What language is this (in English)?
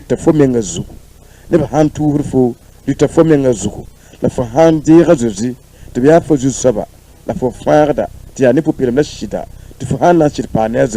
Mossi